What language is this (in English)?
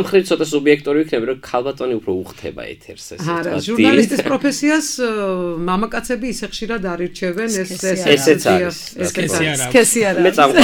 Georgian